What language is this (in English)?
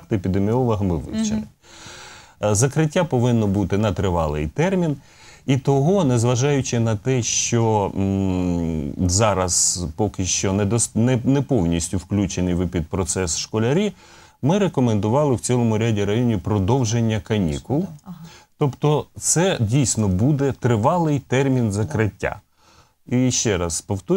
Ukrainian